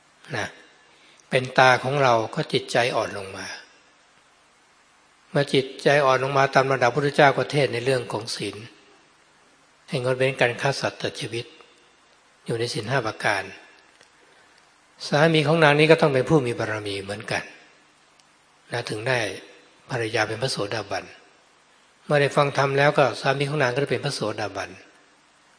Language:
Thai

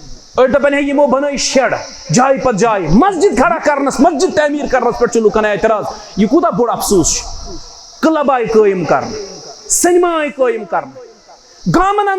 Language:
Kashmiri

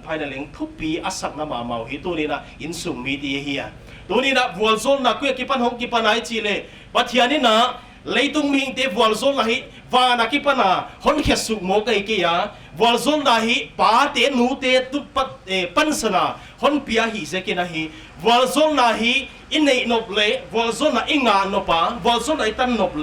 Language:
Paite Chin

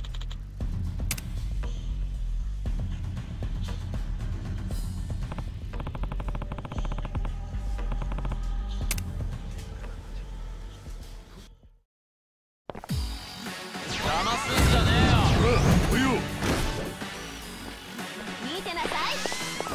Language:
Japanese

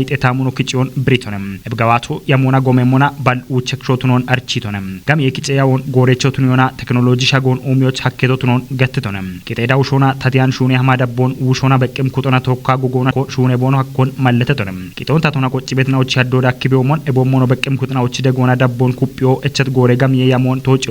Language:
Kafa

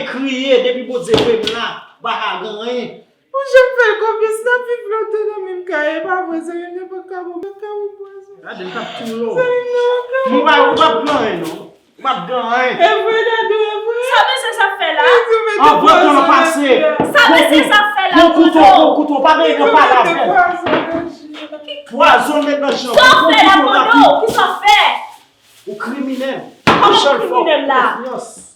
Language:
Haitian Creole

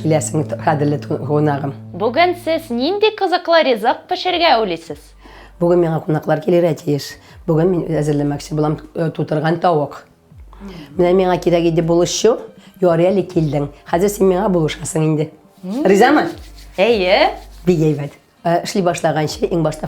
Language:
Tatar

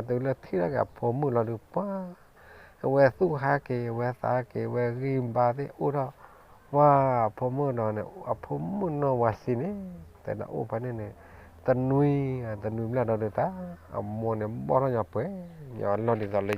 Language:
S'gaw Karen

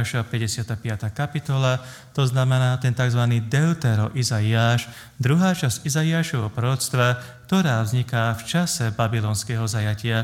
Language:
Slovak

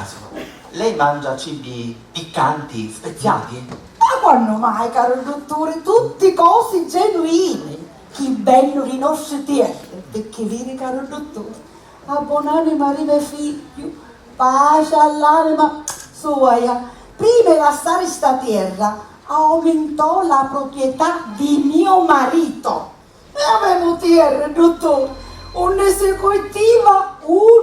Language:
Sicilian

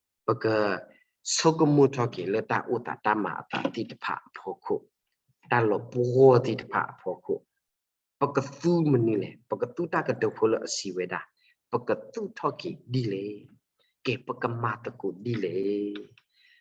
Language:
S'gaw Karen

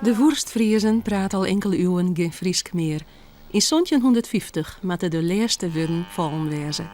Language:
Western Frisian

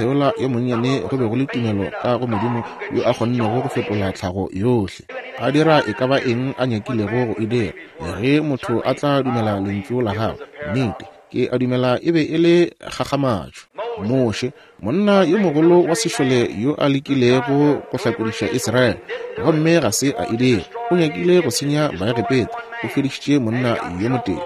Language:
Northern Sotho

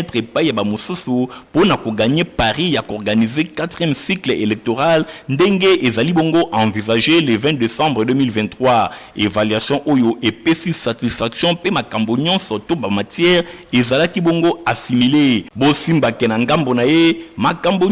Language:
Lingala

